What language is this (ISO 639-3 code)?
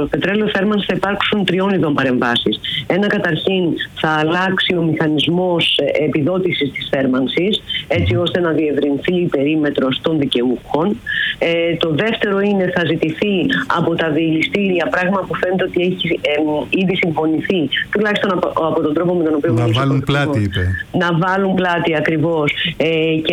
ell